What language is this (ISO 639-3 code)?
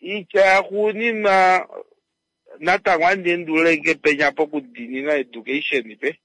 kua